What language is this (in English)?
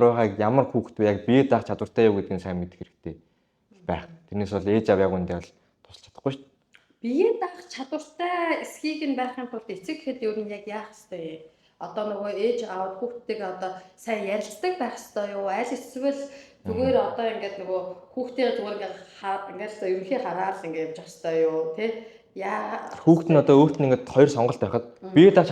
Mongolian